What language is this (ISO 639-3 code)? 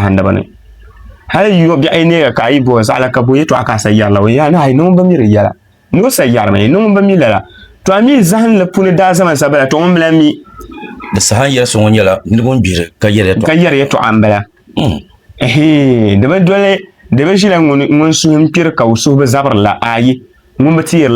dag